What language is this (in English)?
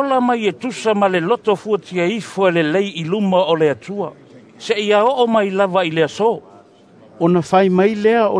Samoan